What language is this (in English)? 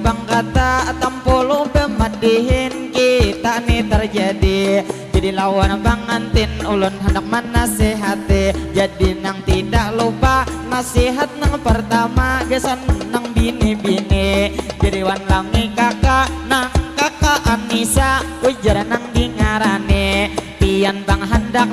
Banjar